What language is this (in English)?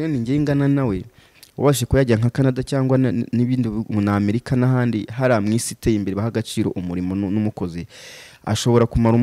Kinyarwanda